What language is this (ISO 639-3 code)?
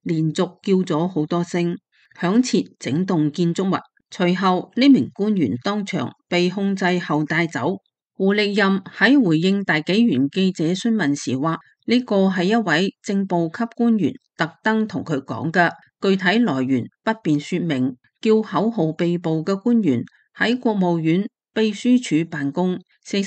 yue